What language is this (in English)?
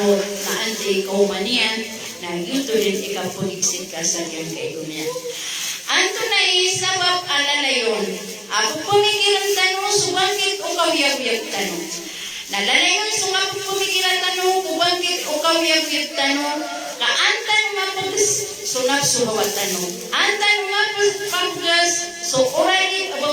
Maranao